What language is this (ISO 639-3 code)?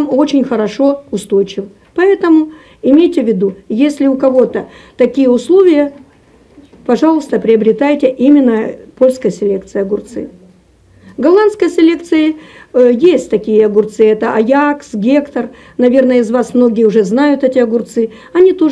rus